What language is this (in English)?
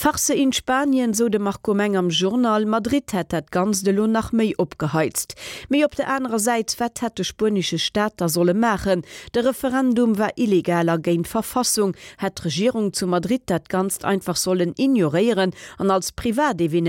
Luxembourgish